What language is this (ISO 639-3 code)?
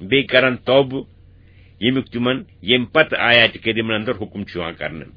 kas